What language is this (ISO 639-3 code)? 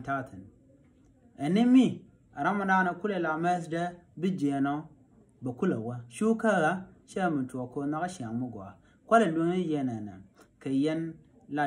nus